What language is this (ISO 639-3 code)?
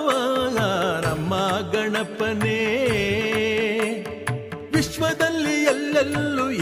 kan